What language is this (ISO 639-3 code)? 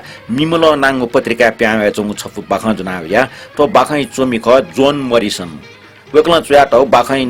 new